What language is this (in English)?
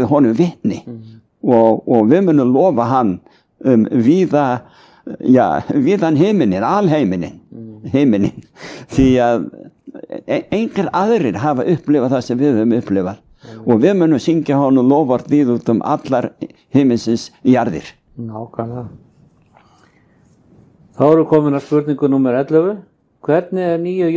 Icelandic